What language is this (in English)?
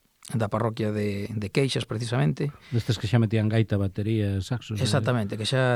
Galician